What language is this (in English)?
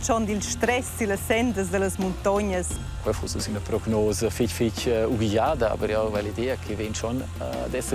Romansh